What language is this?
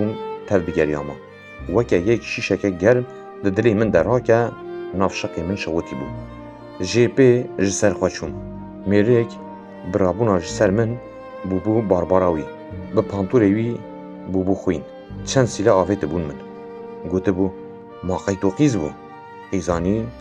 Kurdish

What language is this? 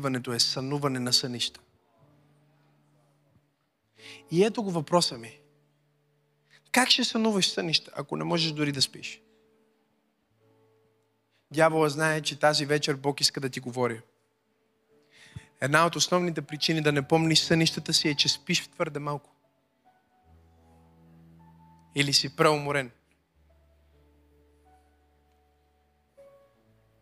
Bulgarian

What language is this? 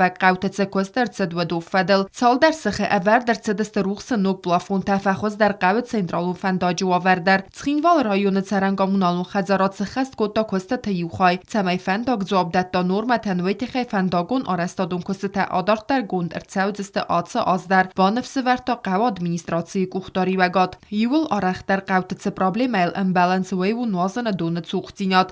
Ossetic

